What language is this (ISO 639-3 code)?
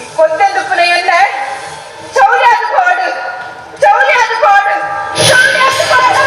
tcy